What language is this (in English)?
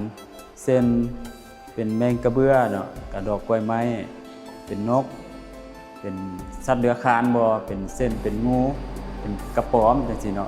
Lao